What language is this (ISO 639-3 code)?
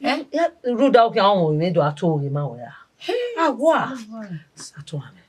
bin